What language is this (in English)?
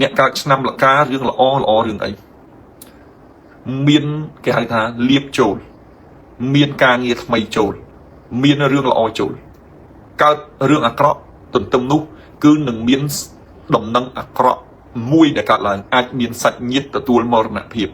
Khmer